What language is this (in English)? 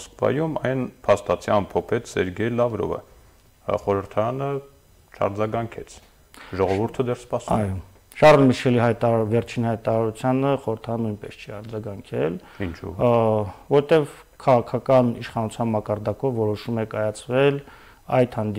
Armenian